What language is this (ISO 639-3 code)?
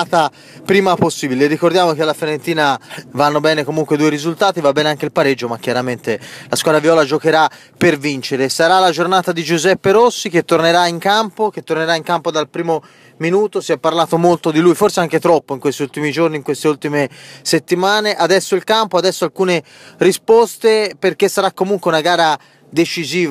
ita